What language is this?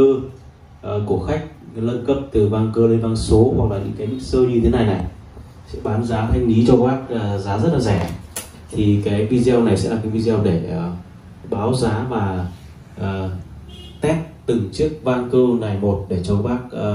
Vietnamese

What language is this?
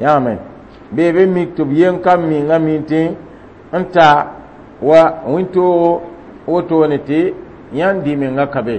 Mossi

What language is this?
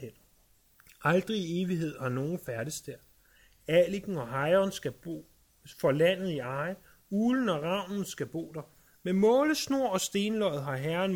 Danish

